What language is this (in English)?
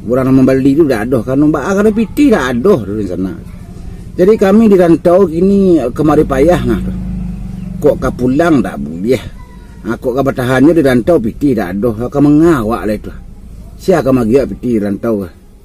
Minangkabau